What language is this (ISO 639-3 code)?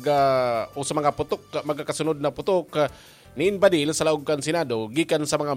bik